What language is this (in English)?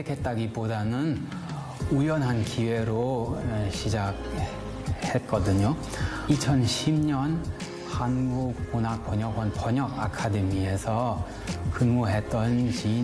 Korean